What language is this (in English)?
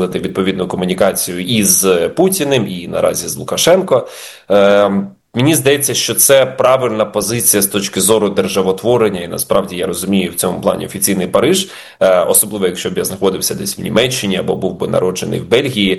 Ukrainian